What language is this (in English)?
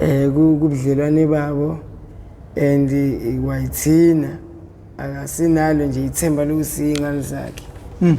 Zulu